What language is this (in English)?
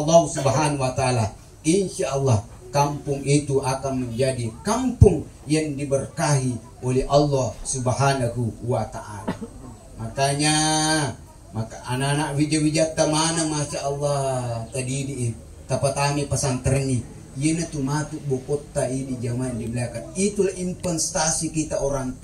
Buginese